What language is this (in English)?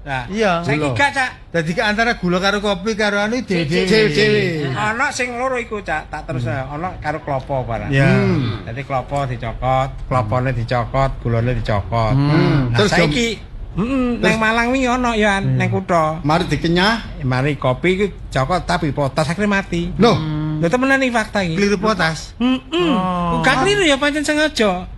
Javanese